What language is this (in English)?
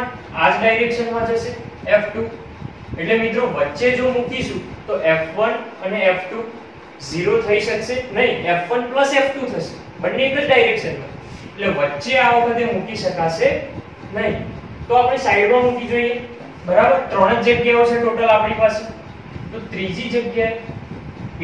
Gujarati